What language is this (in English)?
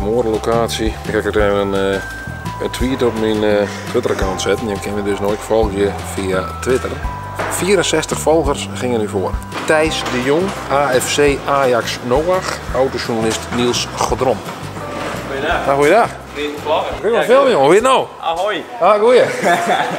Western Frisian